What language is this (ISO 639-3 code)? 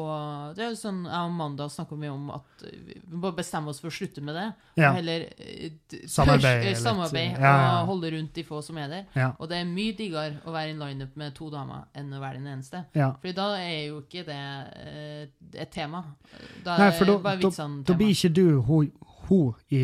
nor